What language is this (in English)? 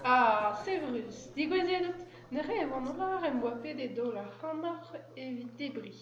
Breton